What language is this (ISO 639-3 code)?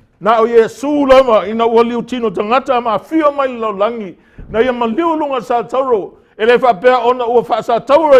smo